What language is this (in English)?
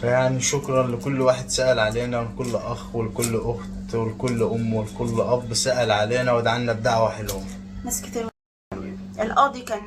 Egyptian Arabic